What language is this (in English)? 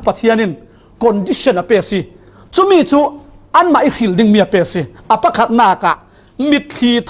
Falam Chin